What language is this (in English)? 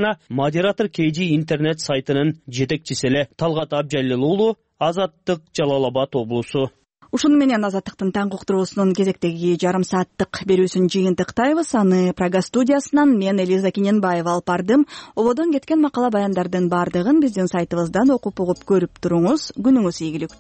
Kyrgyz